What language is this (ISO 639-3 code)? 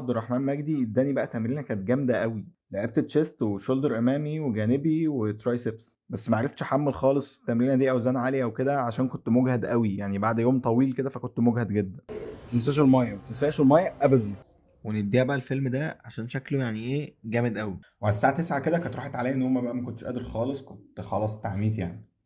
arz